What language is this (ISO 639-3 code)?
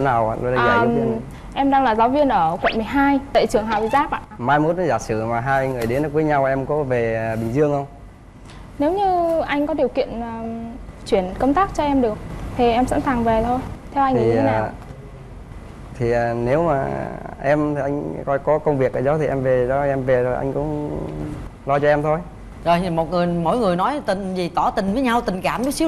vie